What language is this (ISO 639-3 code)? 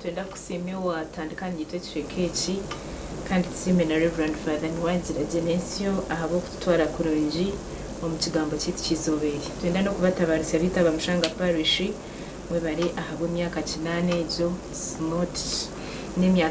nyn